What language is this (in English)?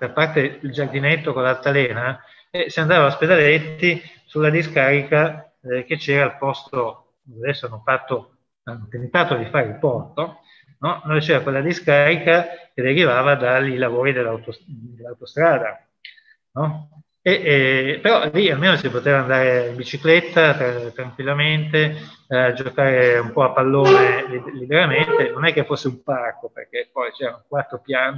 Italian